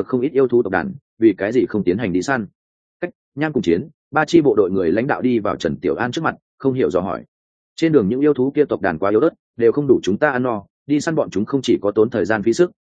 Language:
Vietnamese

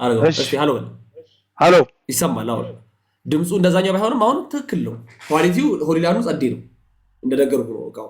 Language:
Amharic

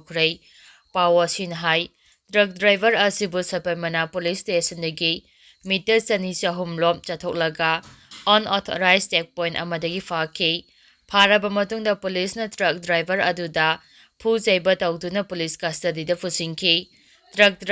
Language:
Manipuri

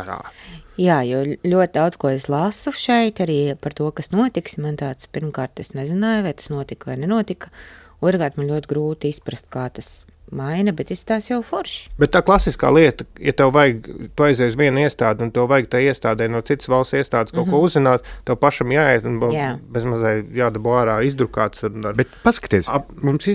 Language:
Latvian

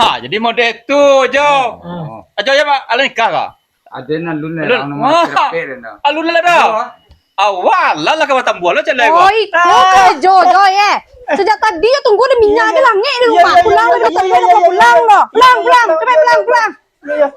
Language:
Minangkabau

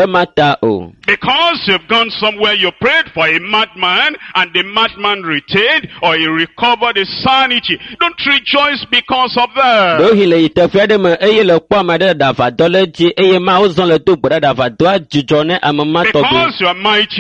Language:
Ewe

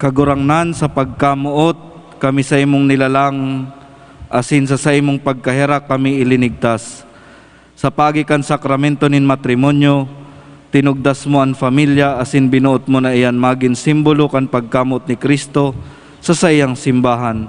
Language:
Bikol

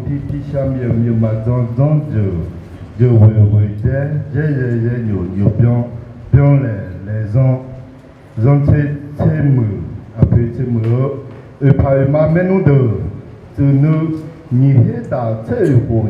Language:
Akha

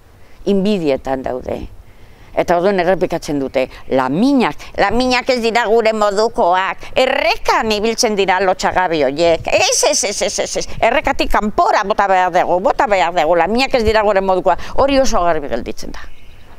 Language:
Basque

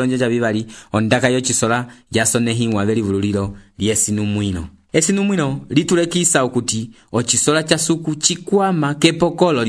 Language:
Umbundu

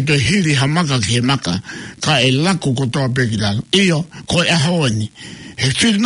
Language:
Tongan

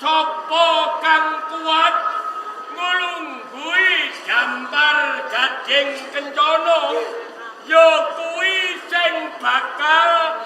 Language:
Javanese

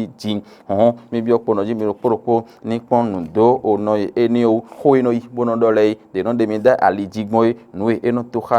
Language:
Fon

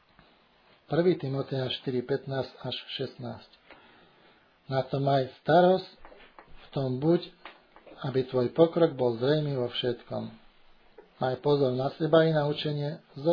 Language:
Slovak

